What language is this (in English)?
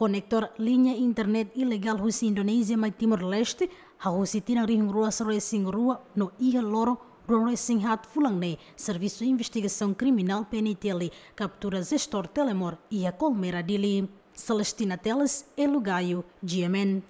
Tetum